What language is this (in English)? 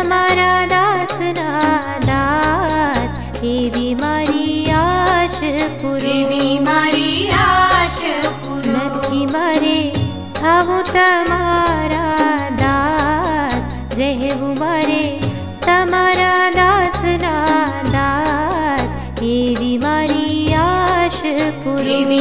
Gujarati